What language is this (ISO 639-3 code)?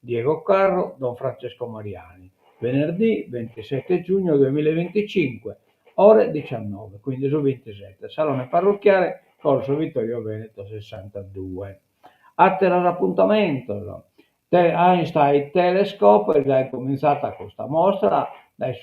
srd